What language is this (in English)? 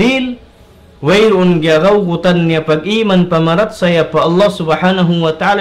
Tausug